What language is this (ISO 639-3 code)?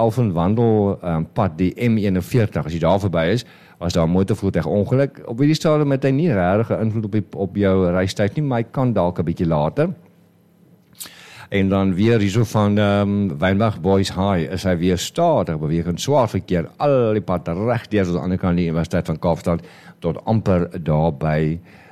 afr